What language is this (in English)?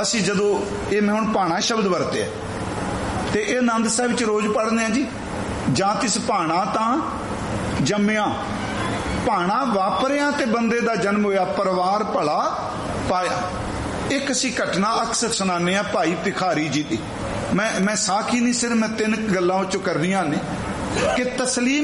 Punjabi